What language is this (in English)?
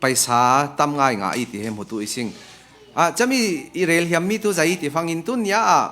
Falam Chin